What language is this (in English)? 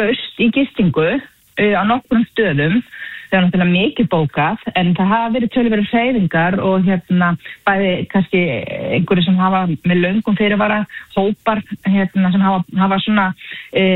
Icelandic